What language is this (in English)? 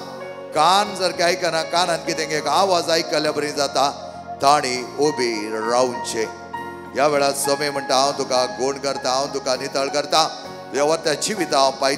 Konkani